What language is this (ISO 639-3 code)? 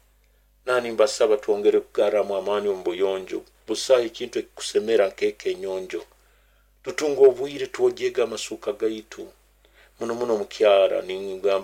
nyo